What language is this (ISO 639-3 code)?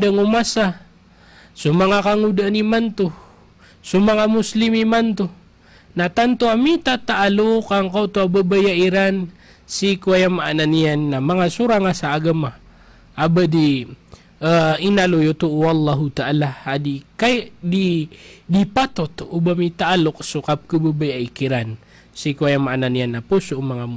mrw